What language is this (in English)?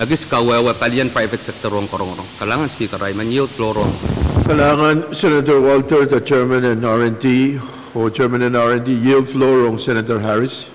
Pohnpeian